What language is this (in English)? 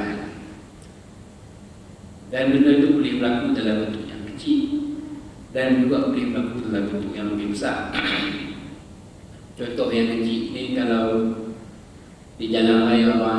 Malay